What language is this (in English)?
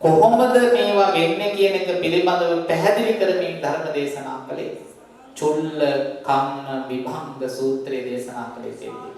Sinhala